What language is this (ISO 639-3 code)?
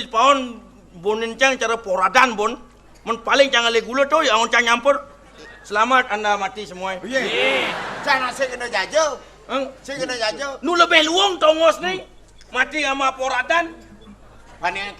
ban